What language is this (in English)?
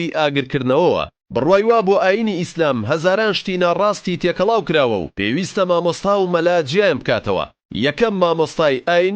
Central Kurdish